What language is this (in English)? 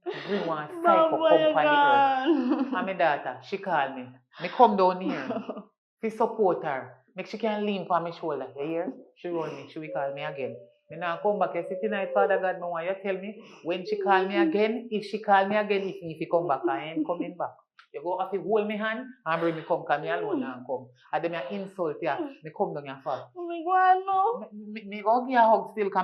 Jamaican Creole English